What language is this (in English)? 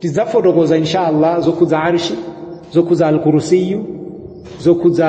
Nyanja